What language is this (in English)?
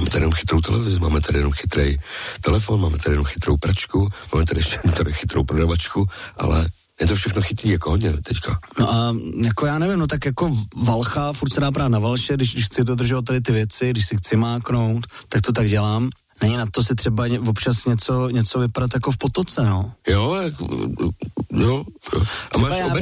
Czech